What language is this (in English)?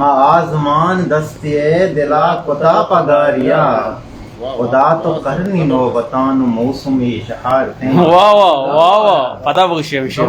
Eastern Balochi